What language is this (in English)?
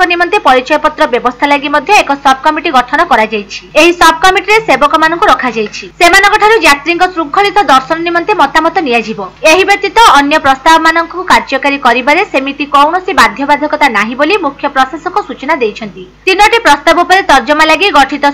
Odia